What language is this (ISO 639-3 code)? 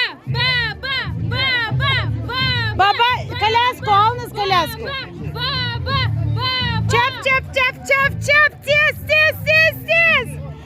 crh